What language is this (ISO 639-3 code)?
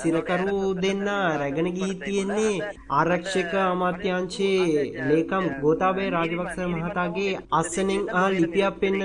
sin